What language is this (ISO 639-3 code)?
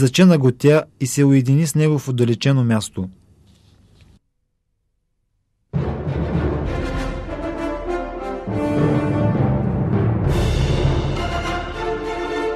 bul